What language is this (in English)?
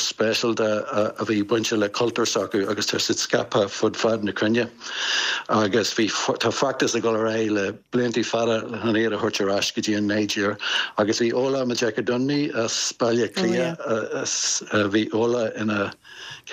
Irish